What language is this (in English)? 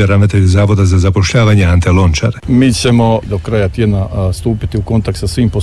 Croatian